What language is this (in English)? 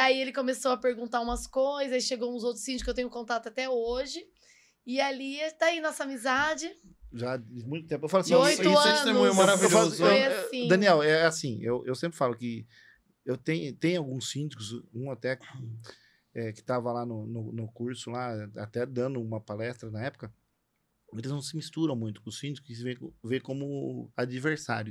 Portuguese